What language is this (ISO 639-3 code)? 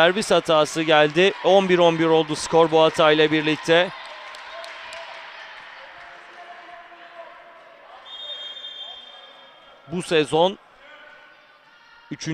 tur